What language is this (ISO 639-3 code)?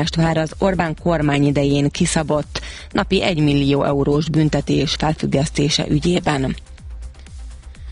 hun